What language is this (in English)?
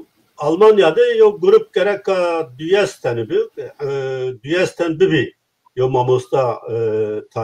Zaza